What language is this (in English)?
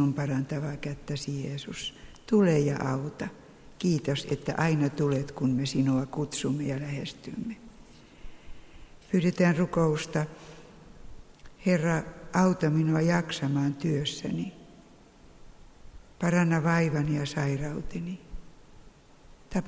Finnish